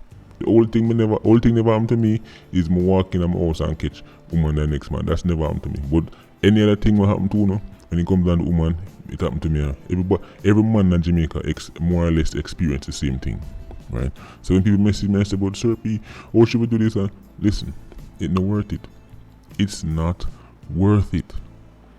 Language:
Jamaican Creole English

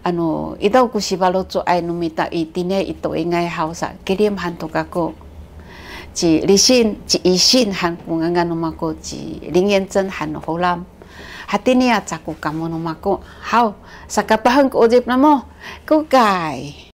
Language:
Sakizaya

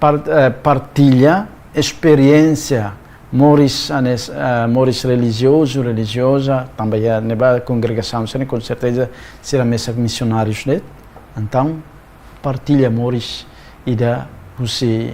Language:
Tetum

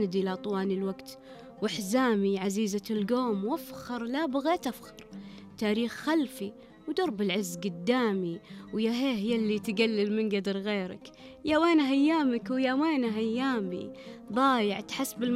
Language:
Najdi Arabic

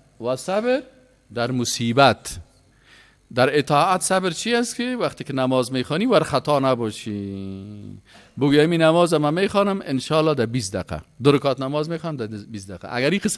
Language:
Persian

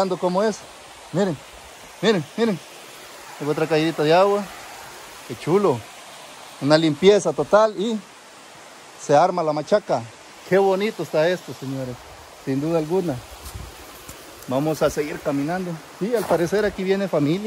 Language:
Spanish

